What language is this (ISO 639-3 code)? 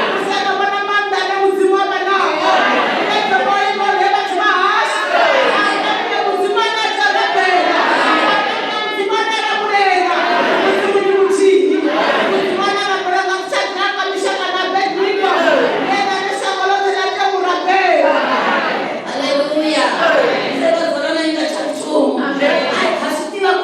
ven